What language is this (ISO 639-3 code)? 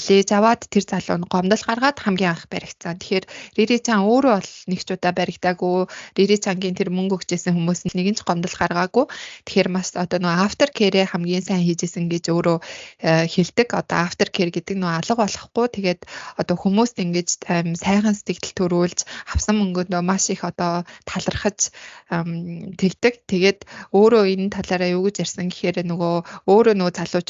mon